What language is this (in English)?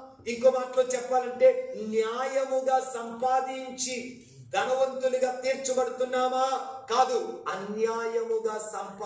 Telugu